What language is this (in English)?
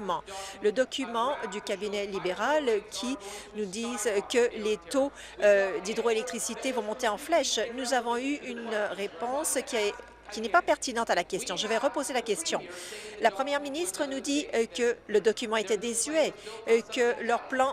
French